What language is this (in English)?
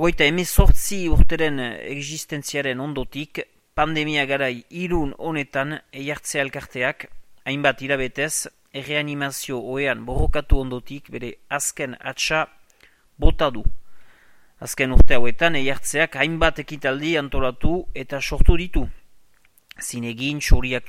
Basque